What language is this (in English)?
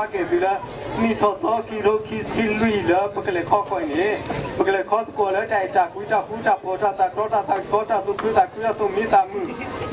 S'gaw Karen